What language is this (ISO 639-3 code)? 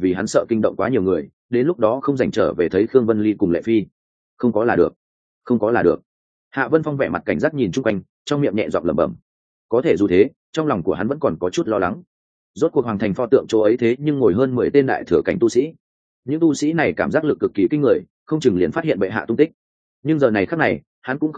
vie